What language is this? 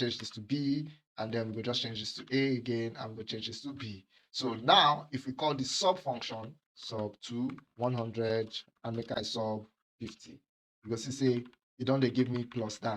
Nigerian Pidgin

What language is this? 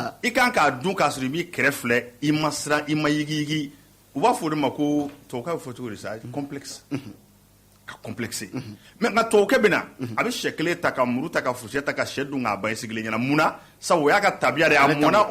Bambara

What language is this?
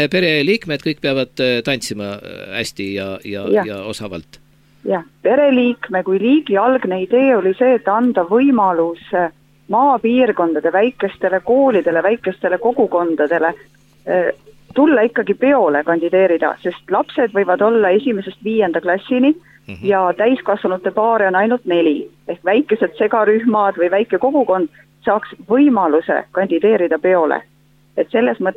Estonian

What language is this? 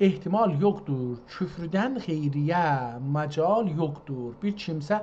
South Azerbaijani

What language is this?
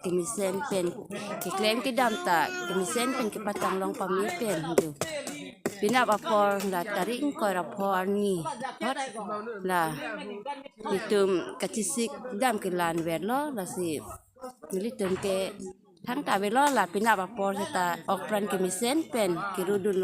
Karbi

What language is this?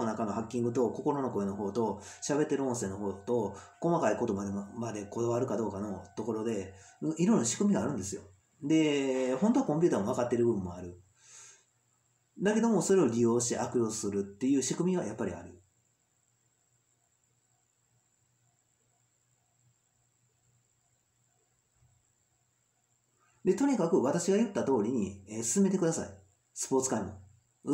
Japanese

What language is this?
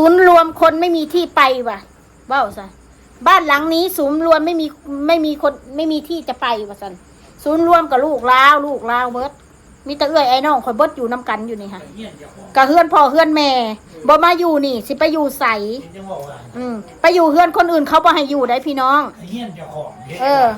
Northeastern Thai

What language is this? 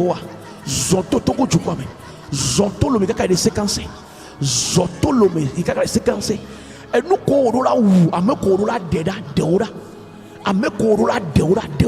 Ewe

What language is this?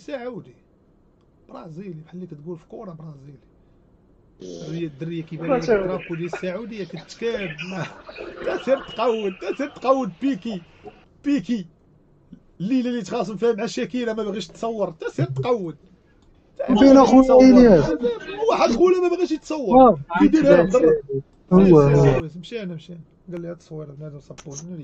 Moroccan Arabic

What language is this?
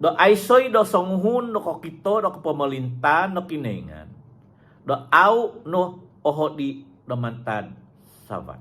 Central Dusun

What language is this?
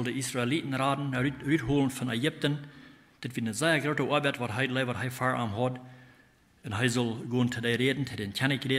Plautdietsch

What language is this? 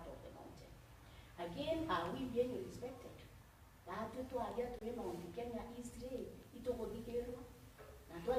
Meru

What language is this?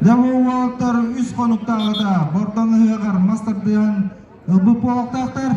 Yakut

